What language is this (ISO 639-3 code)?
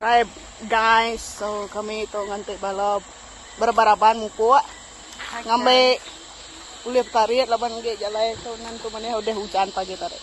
iba